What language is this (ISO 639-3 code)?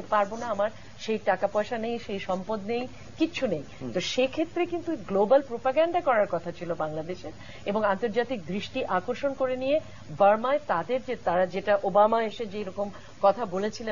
ben